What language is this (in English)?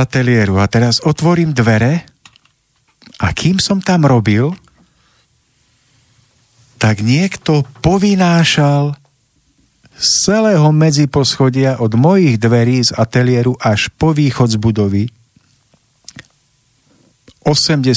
Slovak